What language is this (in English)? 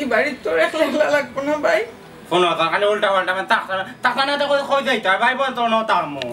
Sylheti